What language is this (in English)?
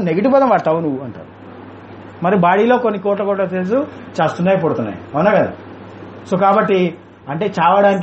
Telugu